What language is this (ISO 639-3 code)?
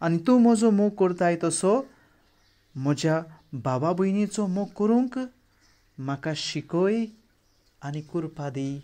kok